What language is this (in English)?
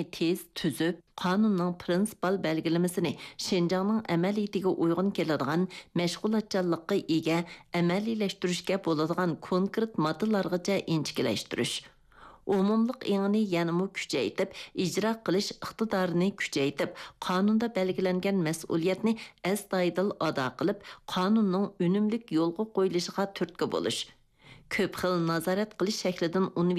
Uyghur